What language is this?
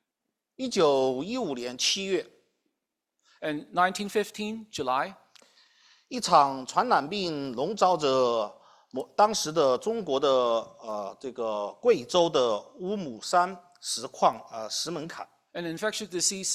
Chinese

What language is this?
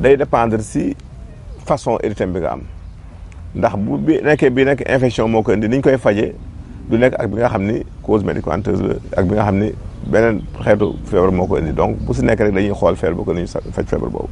Wolof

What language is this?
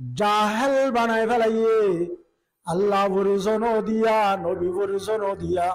Rohingya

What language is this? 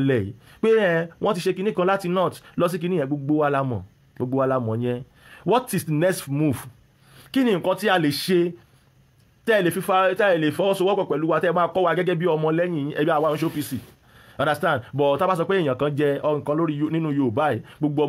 Yoruba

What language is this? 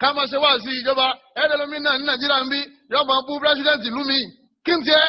Yoruba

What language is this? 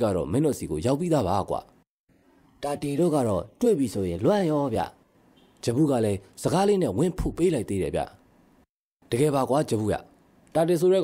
Burmese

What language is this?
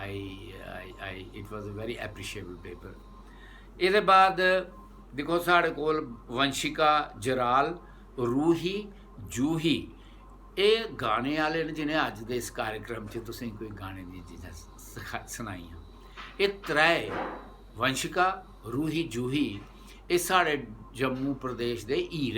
Dogri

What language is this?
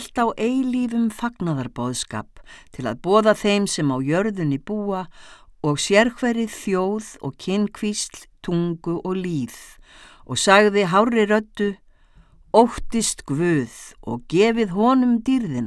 Icelandic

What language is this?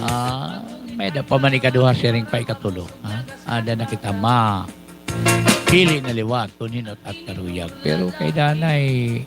Waray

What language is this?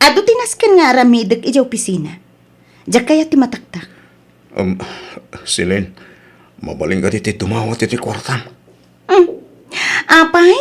Iloko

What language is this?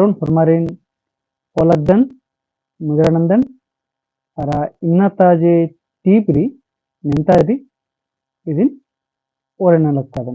Kurukh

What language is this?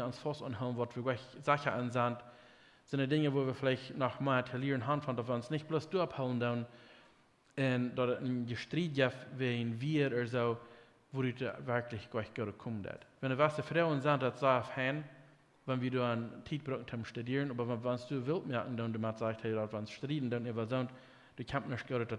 Plautdietsch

